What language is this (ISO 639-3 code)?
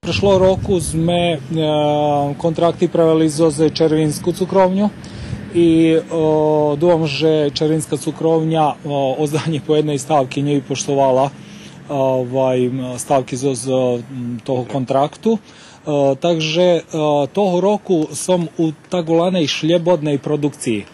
rue